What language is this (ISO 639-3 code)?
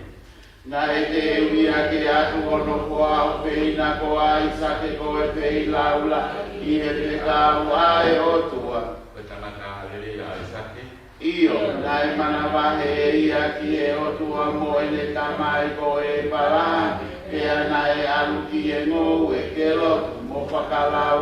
ton